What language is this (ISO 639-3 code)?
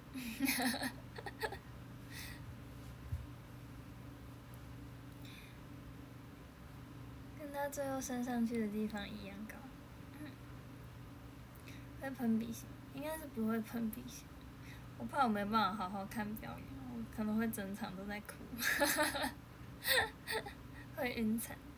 zho